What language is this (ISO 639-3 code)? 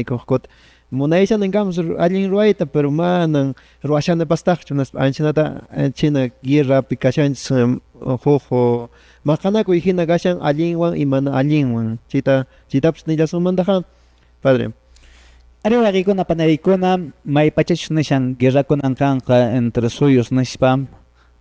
que